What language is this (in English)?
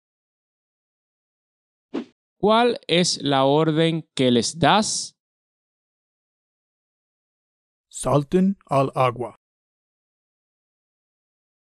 Spanish